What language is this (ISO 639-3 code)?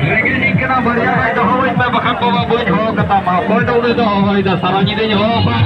sat